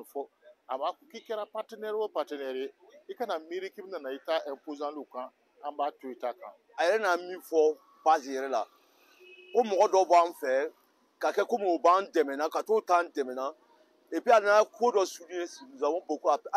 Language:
Bambara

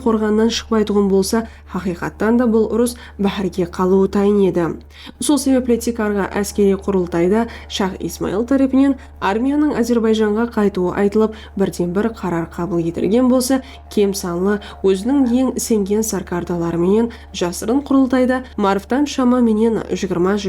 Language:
Kara-Kalpak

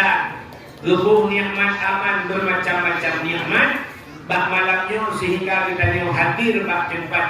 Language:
Achinese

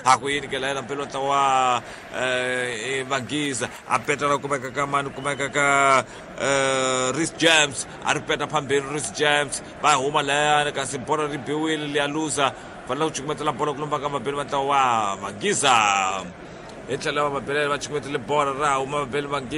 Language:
Tsonga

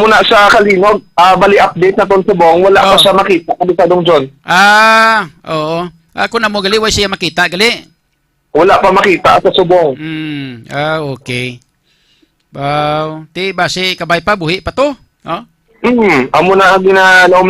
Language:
Hiligaynon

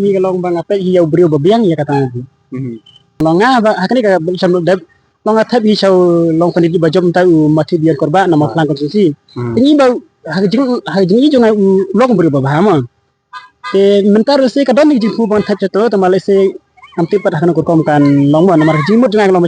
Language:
Khasi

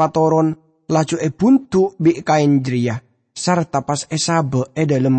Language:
Madurese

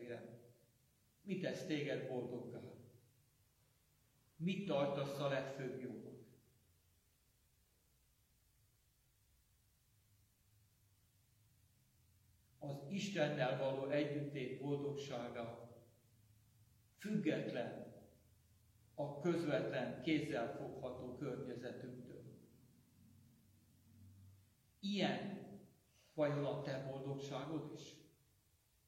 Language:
Hungarian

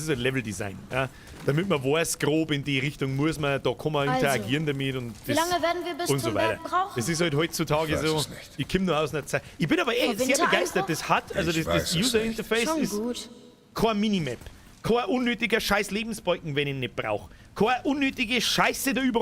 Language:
Bavarian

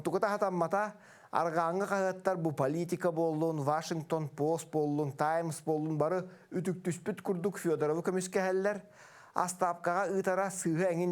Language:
Yakut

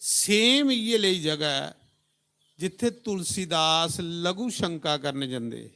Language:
Dogri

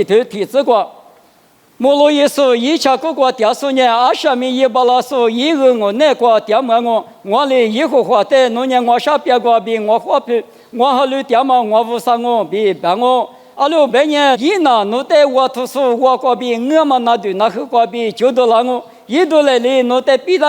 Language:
Lisu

